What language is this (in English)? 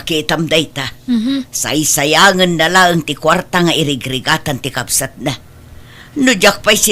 Iloko